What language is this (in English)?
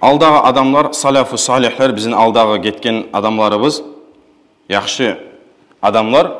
Kumyk